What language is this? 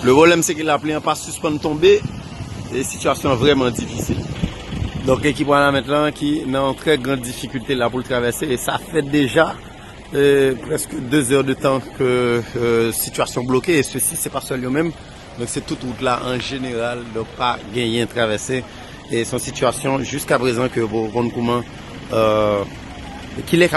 Haitian Creole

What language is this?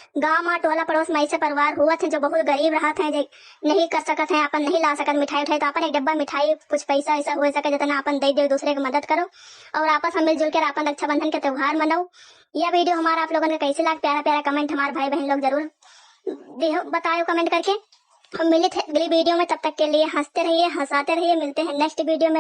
Awadhi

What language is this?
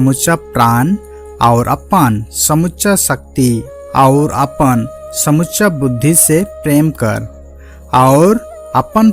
Sadri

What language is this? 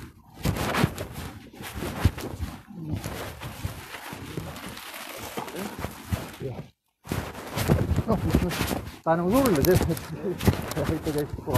Estonian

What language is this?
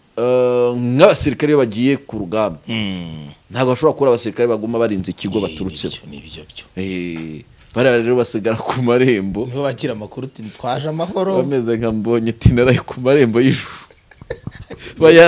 Kinyarwanda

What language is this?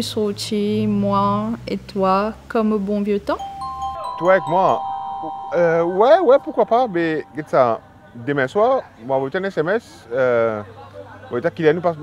Morisyen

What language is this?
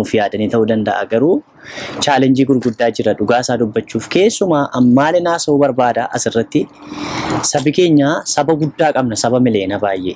Oromo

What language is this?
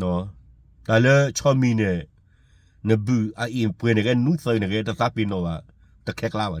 S'gaw Karen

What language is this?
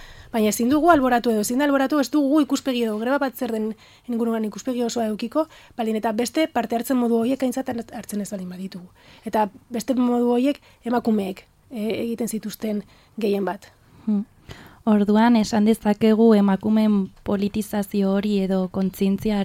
Basque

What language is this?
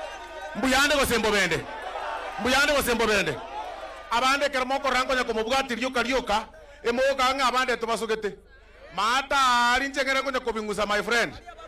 Gusii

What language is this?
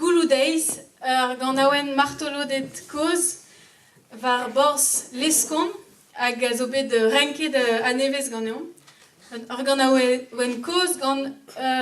Breton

